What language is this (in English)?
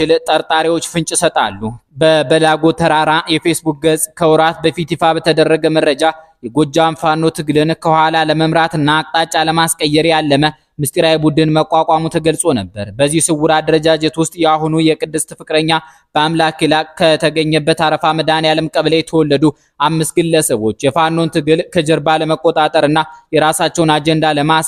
Amharic